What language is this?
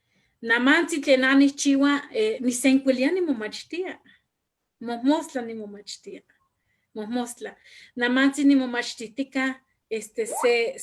Eastern Huasteca Nahuatl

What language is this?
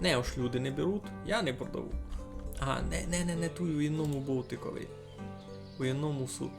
Rusyn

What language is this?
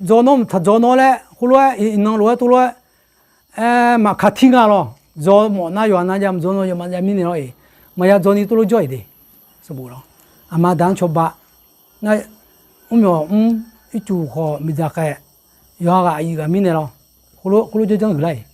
Akha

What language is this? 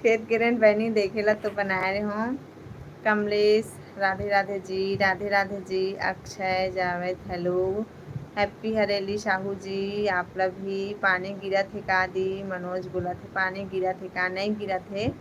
Chhattisgarhi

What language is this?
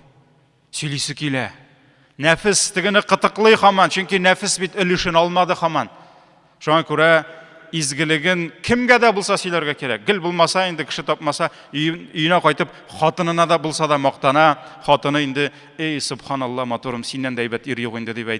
Tatar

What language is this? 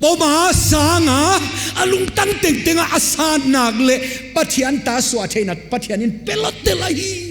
Paite Chin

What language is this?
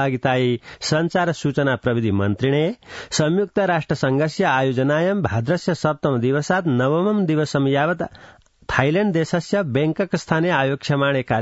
Sanskrit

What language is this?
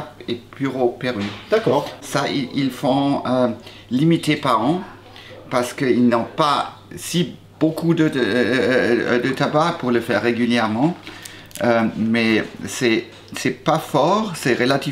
French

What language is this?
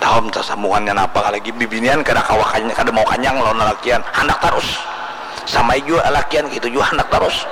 Banjar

